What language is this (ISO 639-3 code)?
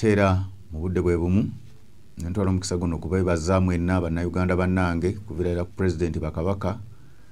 lug